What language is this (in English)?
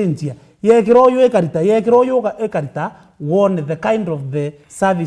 Meru